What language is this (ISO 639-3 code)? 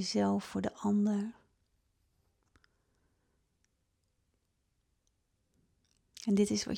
nld